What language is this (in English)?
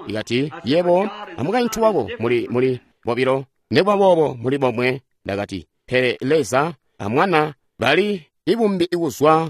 Tonga (Zambia)